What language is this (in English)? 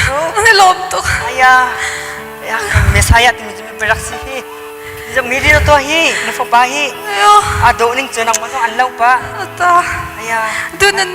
Hakha Chin